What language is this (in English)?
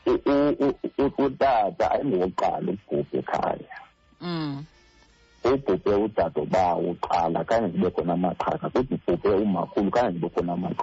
Xhosa